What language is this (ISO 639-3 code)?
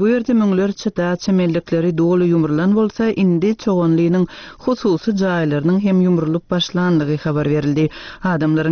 tuk